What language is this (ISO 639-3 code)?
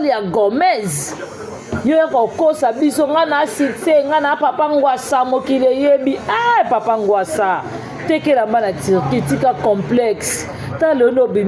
lin